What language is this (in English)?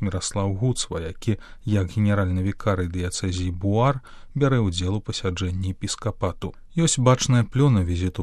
Belarusian